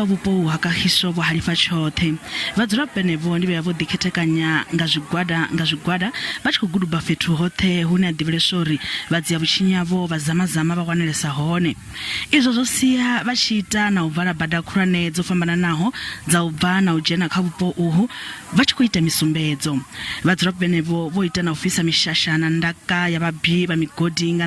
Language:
Venda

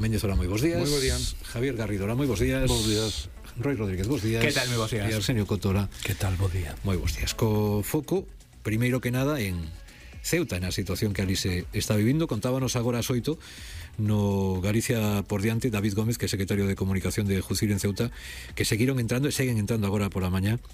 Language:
Galician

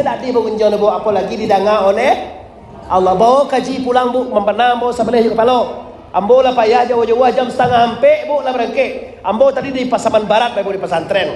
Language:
Minangkabau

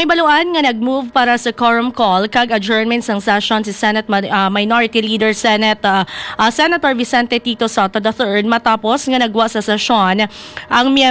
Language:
Hiligaynon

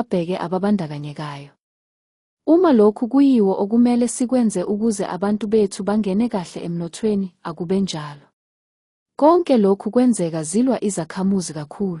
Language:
Zulu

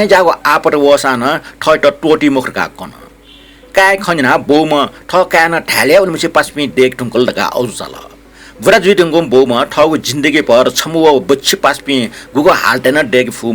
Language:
Newari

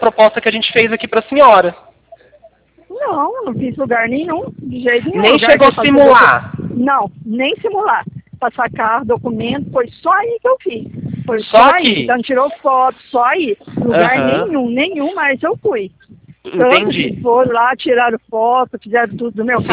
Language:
Portuguese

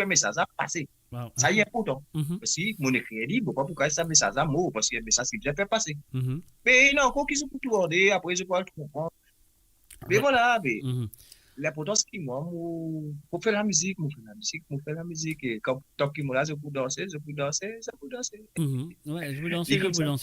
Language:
Morisyen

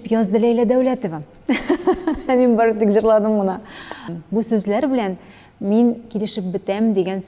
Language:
Tatar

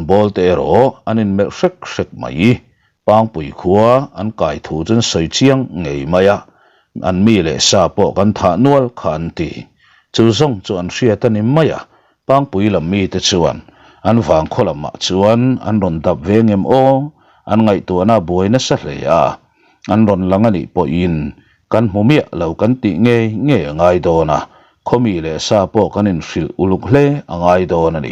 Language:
Mizo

